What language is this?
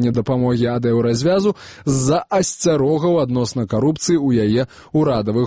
Belarusian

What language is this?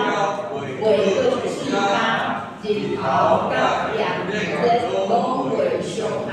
Min Nan Chinese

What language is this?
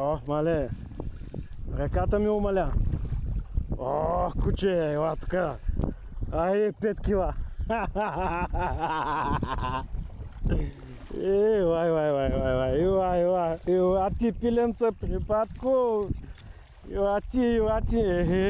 Bulgarian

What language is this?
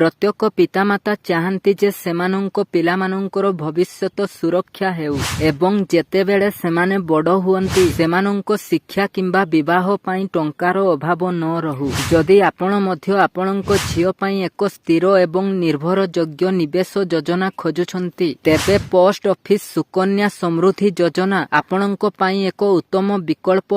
Odia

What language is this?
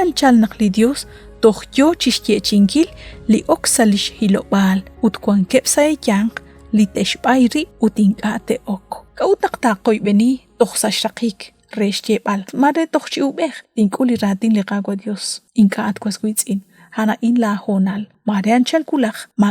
Kekchí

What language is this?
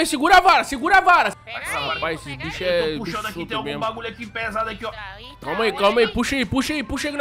Portuguese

